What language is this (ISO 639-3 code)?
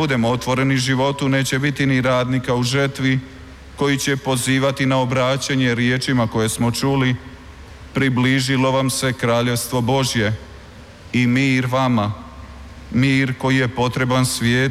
hrv